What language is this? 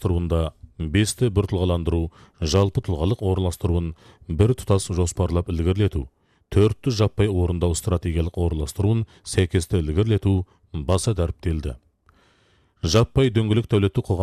Kazakh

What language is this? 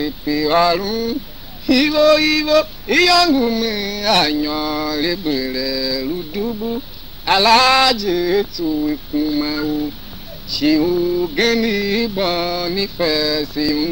Tiv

